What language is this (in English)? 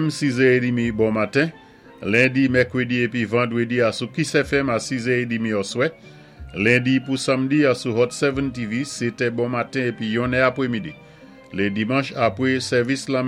Saint Lucian Creole French